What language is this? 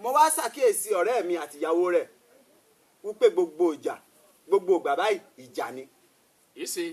Yoruba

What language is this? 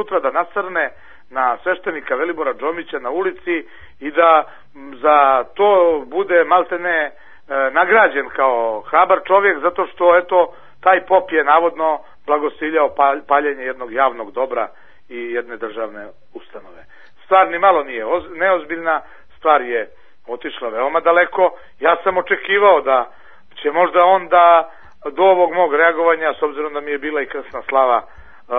Serbian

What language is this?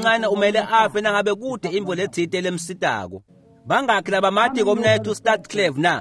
Swati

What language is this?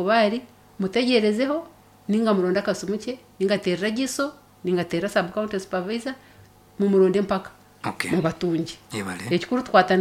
Nyankole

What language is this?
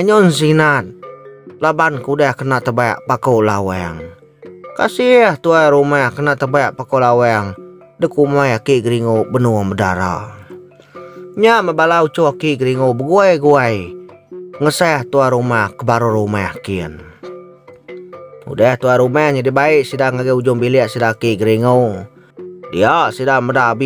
Iban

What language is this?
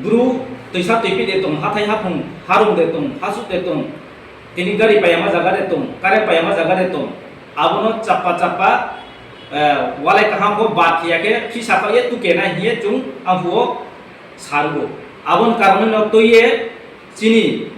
Riang (India)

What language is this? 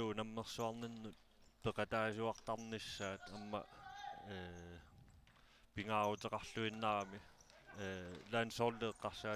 Kalaallisut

